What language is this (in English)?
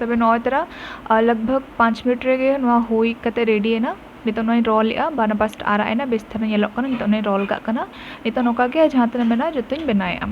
Santali